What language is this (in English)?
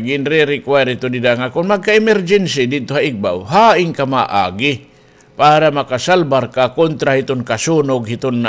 Waray